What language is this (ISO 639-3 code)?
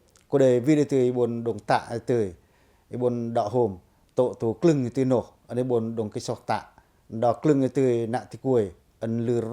pac